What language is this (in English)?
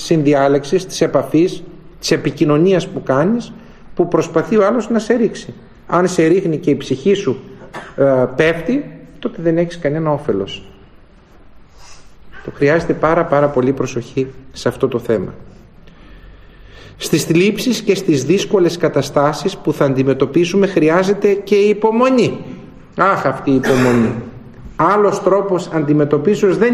Greek